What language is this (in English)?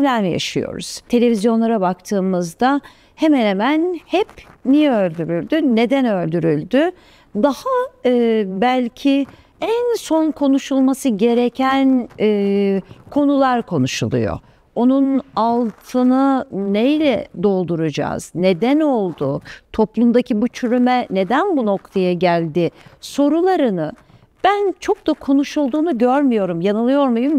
Turkish